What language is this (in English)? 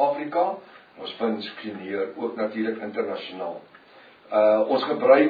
Afrikaans